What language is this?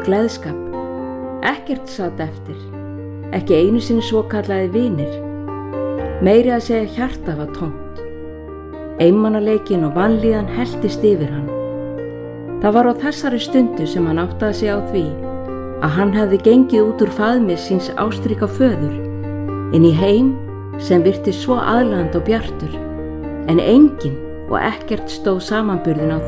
Icelandic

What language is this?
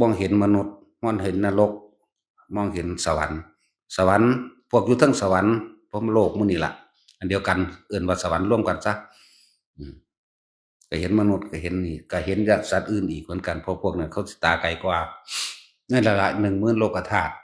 Northeastern Thai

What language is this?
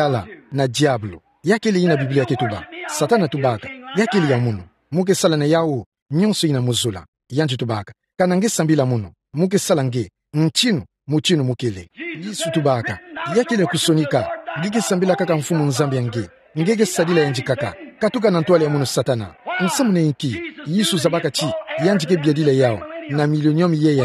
Kituba (Democratic Republic of Congo)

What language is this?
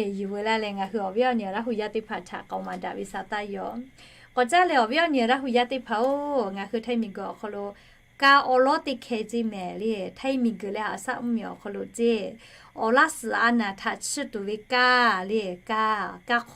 Lahu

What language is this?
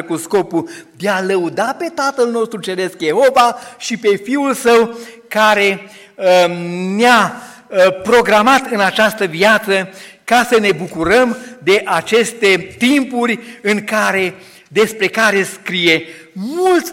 Romanian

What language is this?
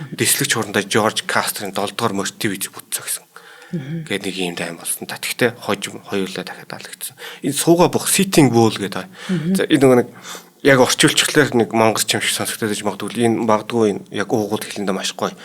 Mongolian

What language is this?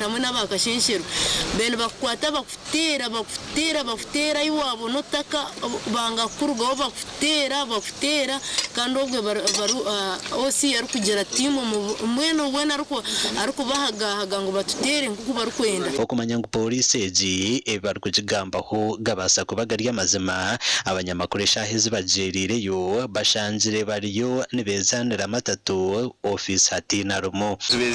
Nyankole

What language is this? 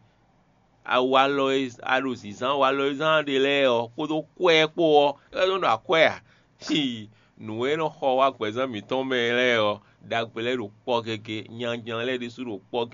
Fon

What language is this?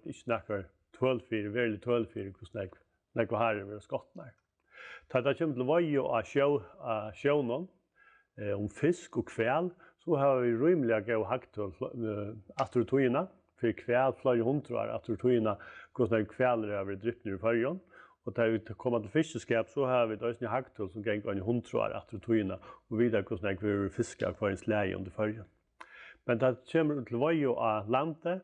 Faroese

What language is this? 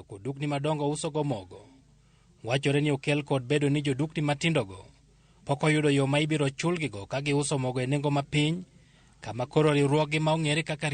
Luo (Kenya and Tanzania)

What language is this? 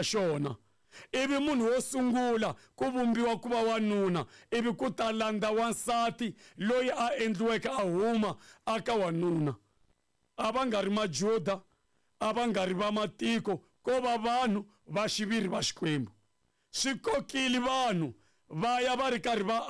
Tsonga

